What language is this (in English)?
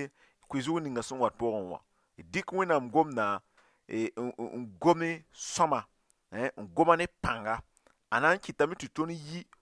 Mossi